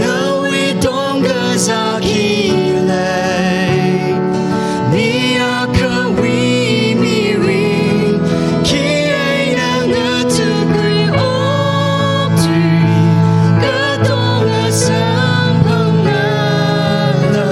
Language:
Tangkhul Naga (India)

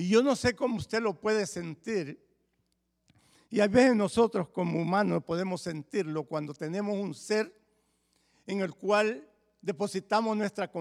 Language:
Spanish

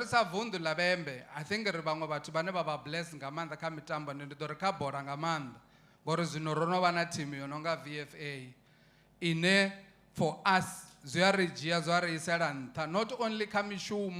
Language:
Venda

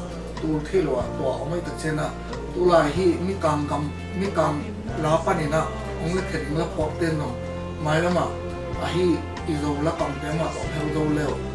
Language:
Tedim Chin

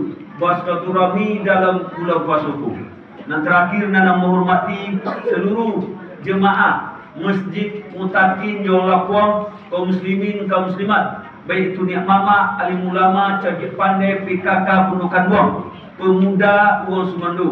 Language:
Minangkabau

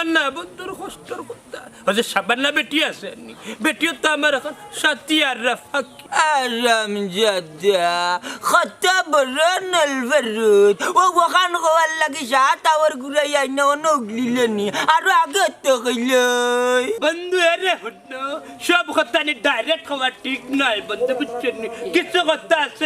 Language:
Sylheti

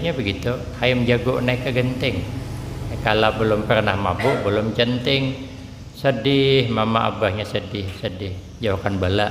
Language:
Banjar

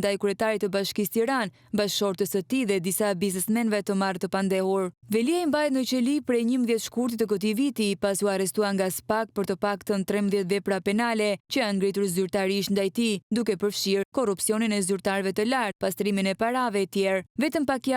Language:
Albanian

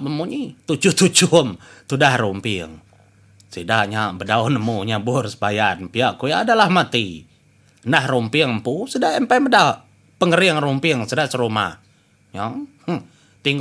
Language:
Iban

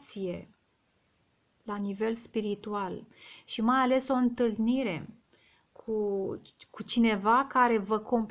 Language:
Romanian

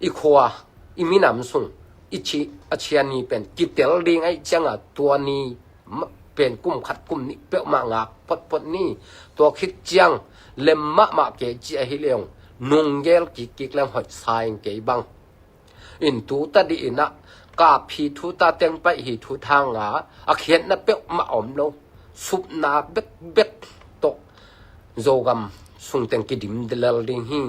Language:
Tedim Chin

